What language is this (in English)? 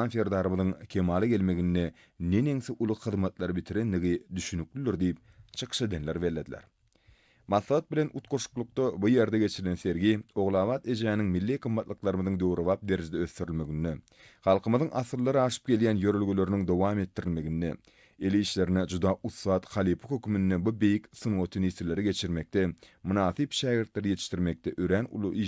Turkmen